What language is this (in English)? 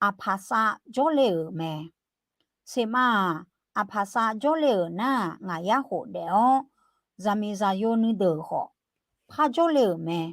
Akha